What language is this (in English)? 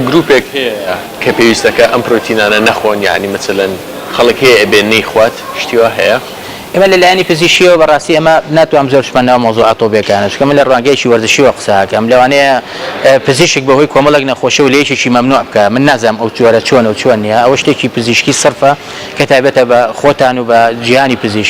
Central Kurdish